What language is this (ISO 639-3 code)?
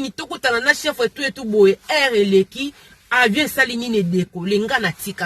lin